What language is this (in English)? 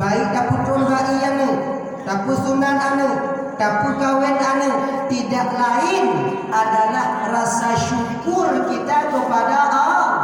Achinese